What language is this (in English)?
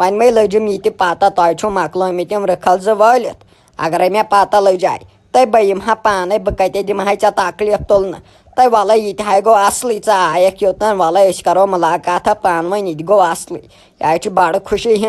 Kashmiri